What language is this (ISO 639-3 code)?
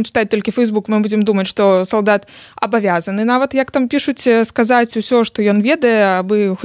bel